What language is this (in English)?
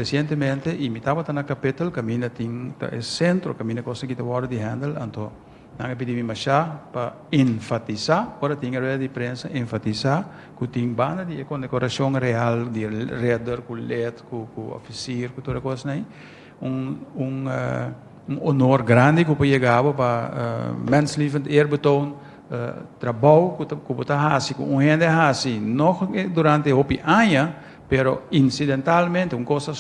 Papiamento